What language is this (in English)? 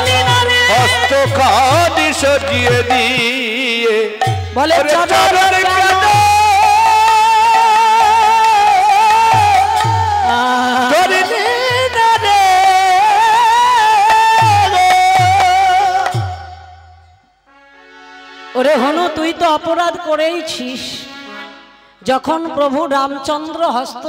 Bangla